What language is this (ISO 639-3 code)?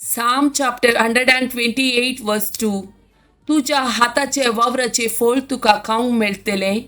kok